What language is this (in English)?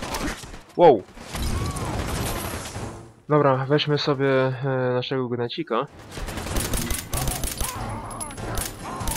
Polish